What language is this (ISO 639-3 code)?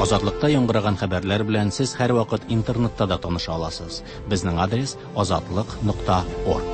tat